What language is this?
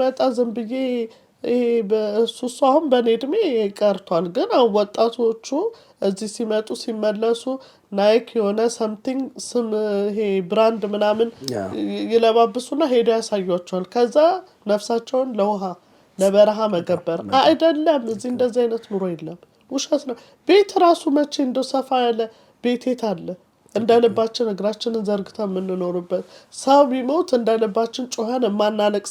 Amharic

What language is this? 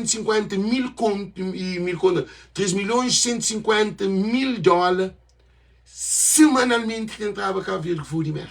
Kabuverdianu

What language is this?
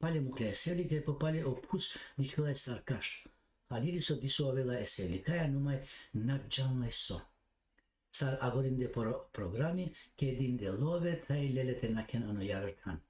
Balkan Romani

